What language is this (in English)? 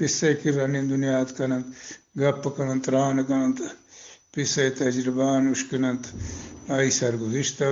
Eastern Balochi